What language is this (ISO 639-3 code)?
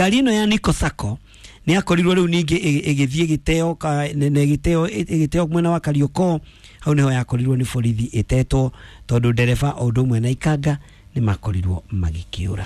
kik